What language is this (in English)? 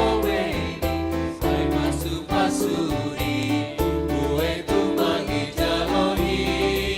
Batak Simalungun